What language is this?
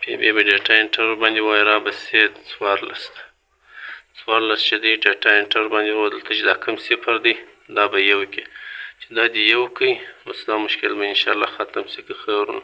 Pashto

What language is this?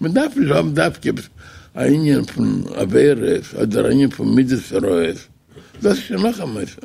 Yiddish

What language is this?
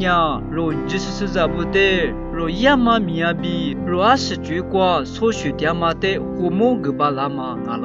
Lisu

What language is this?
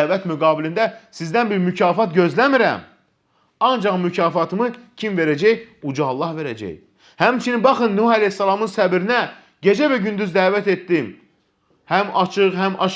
Azerbaijani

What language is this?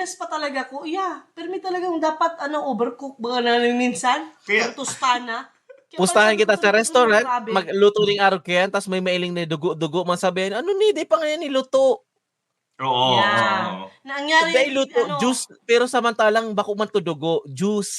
Bikol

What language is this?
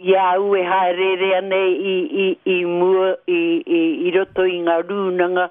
Māori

